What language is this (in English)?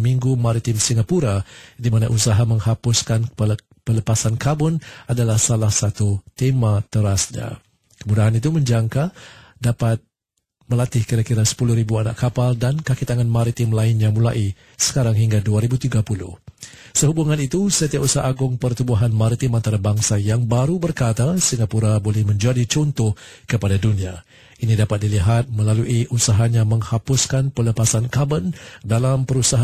Malay